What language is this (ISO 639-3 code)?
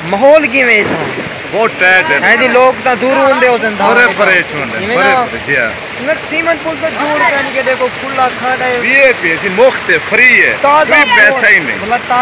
skr